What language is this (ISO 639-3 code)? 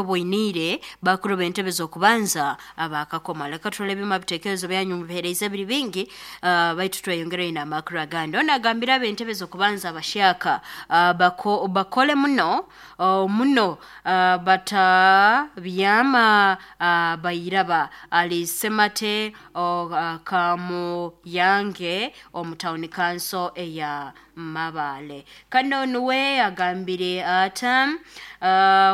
nyo